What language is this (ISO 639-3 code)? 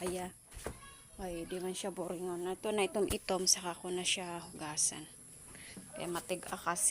war